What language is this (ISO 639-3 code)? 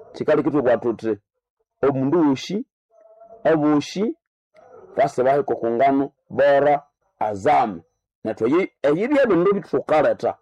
nnb